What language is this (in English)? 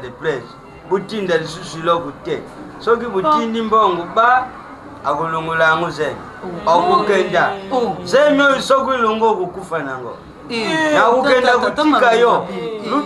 Lingala